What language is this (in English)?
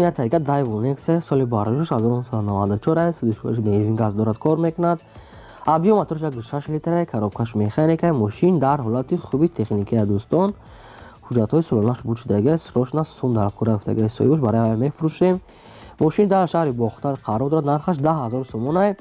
Tajik